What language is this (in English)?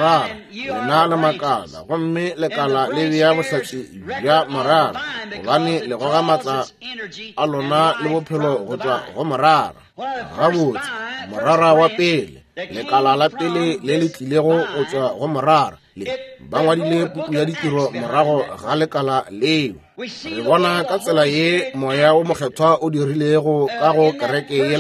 Northern Sotho